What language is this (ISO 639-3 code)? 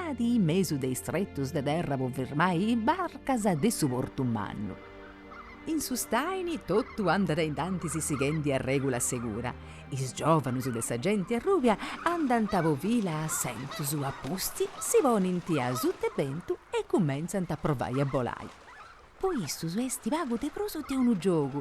srd